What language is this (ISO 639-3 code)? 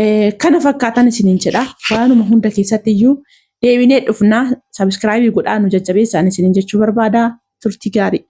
orm